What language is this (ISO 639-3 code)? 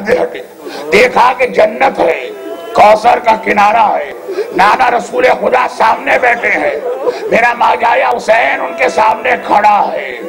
urd